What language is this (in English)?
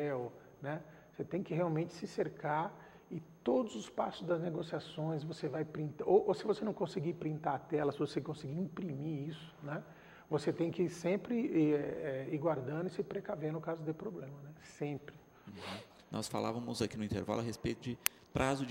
Portuguese